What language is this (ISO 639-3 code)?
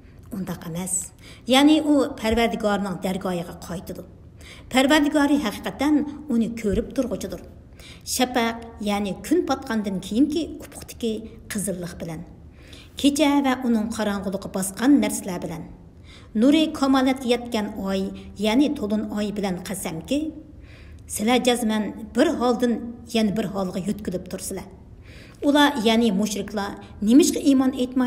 uig